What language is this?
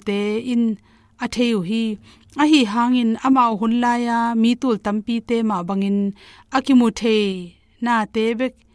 Tedim Chin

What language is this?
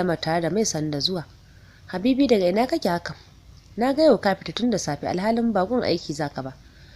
Hausa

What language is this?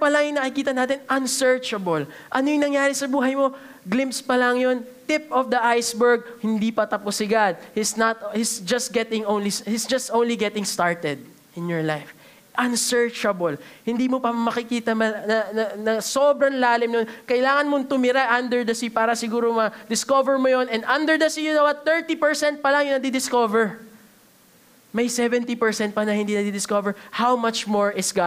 Filipino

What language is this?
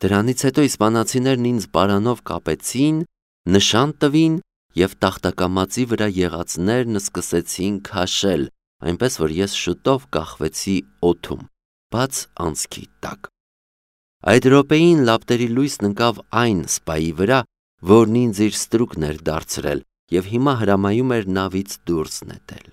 Armenian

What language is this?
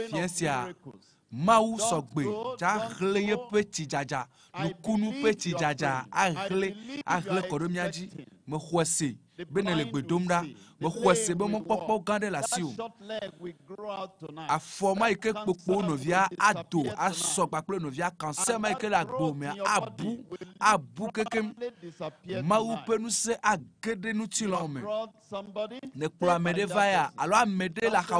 Ewe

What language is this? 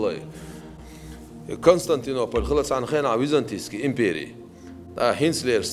Chechen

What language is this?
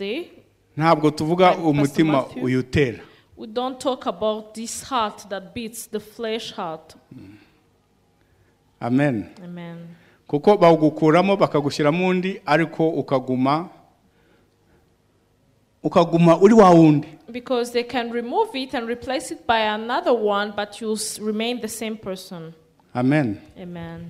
Kinyarwanda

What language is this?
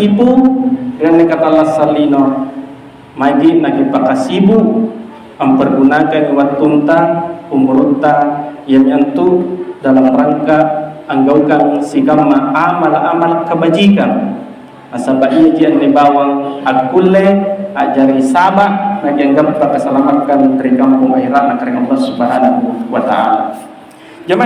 Makasar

